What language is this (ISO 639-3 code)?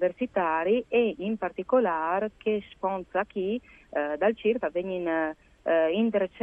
fur